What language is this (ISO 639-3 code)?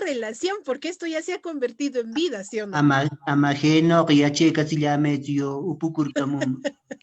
qwa